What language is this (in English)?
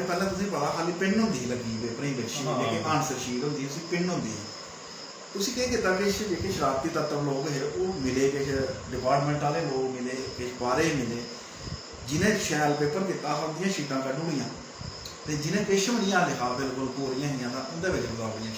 Dogri